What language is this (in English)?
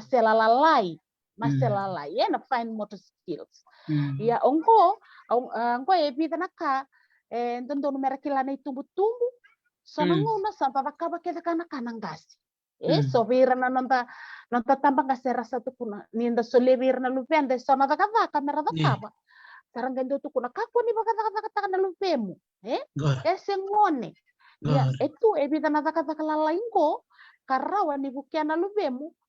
Fijian